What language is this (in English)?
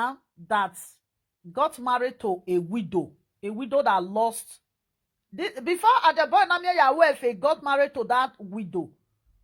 Nigerian Pidgin